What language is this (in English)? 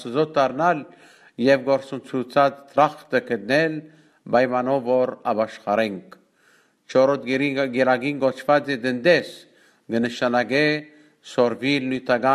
Western Armenian